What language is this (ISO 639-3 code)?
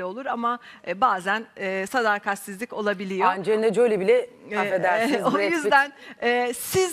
tur